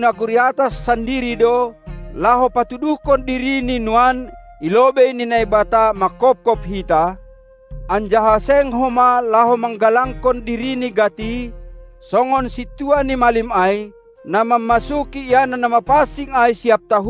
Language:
Batak Simalungun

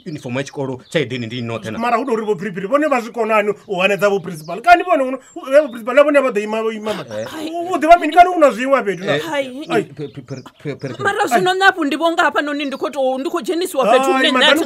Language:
Venda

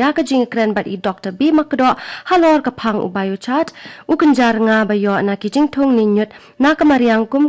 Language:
Khasi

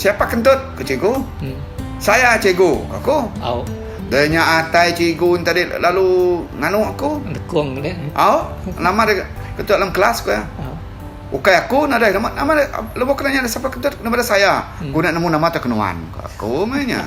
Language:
Iban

